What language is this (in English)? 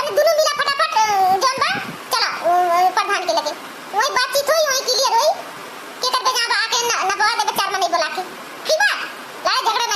Awadhi